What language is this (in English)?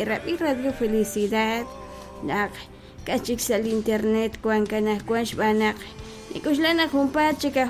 Kekchí